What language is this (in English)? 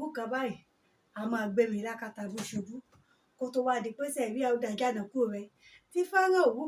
Yoruba